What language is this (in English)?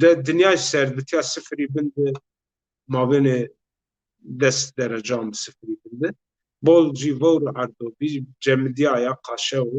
Zaza